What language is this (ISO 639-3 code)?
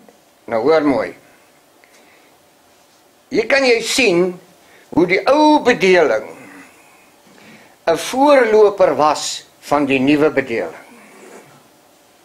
afr